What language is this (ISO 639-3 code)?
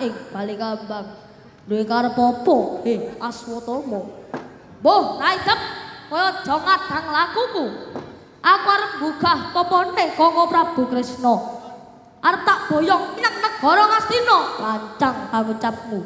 jav